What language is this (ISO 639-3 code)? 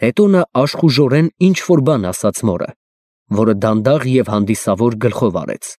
hye